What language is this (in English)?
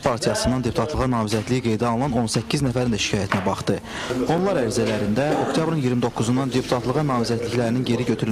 Azerbaijani